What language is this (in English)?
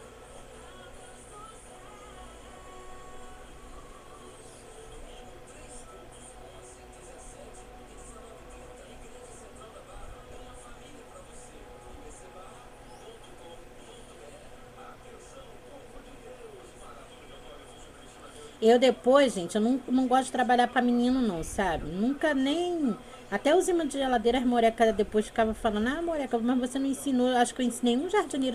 Portuguese